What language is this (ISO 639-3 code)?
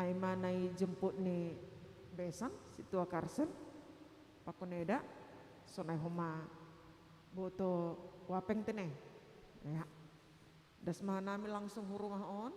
bts